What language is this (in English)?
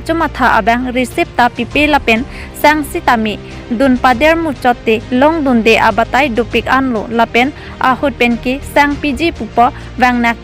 Karbi